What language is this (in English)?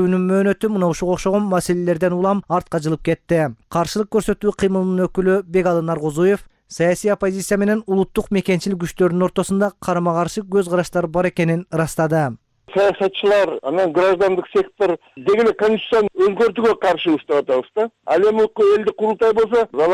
Kyrgyz